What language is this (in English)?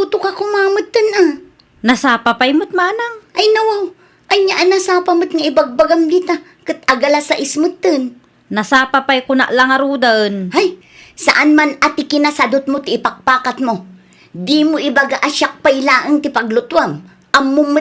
Iloko